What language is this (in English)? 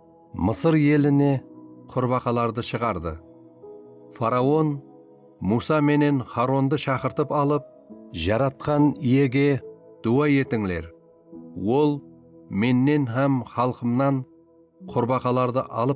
Kara-Kalpak